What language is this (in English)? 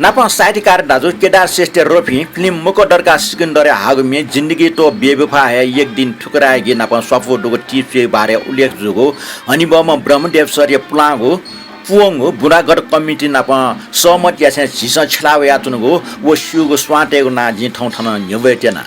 Newari